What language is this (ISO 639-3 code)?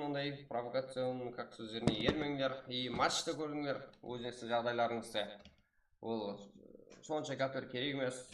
kaa